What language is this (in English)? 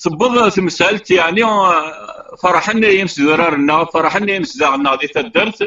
Kabyle